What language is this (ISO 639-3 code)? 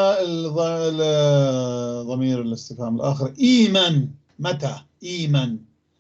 apc